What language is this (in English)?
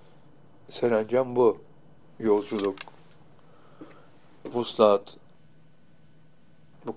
Turkish